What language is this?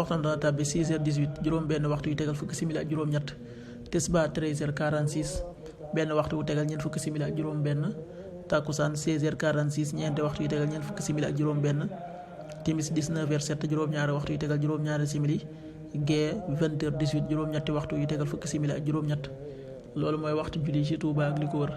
Wolof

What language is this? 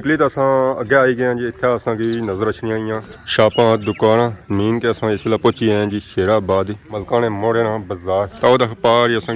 Pahari-Potwari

